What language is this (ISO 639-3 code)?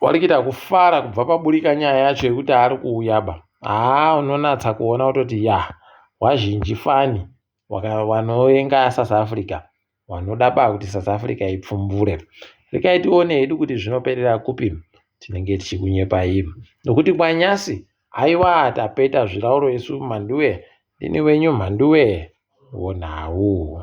ndc